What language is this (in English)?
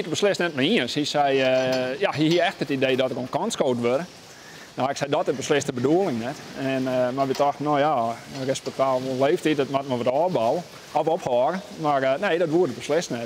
Western Frisian